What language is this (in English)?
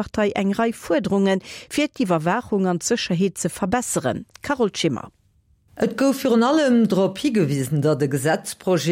Luxembourgish